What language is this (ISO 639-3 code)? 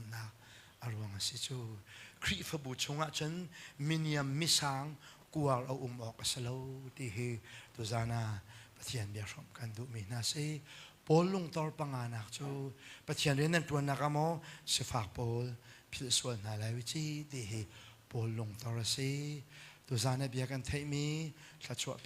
cnh